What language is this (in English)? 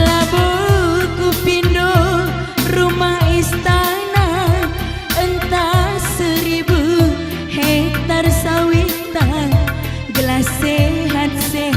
Batak Karo